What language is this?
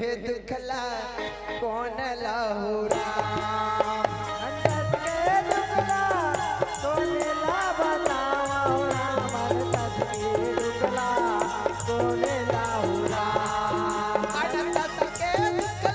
Chhattisgarhi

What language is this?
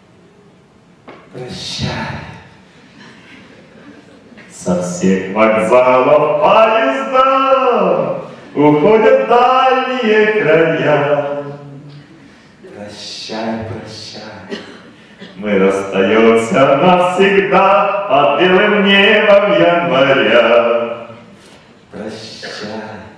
Russian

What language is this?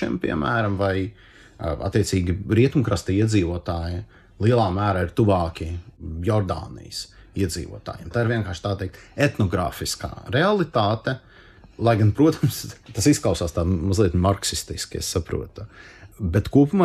Latvian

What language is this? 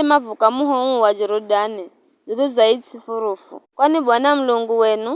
Giryama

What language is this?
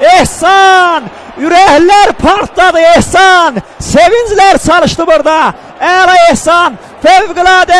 South Azerbaijani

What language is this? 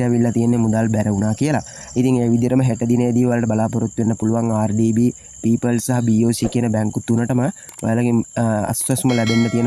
Sinhala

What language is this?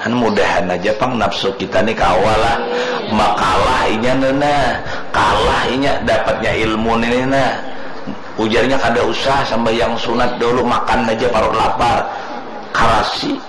Banjar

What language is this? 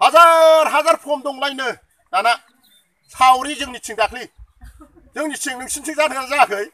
Bodo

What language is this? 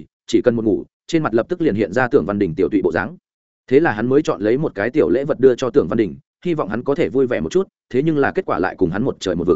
Vietnamese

